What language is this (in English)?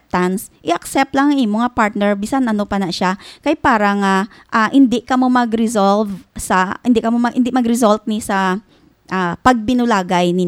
Hiligaynon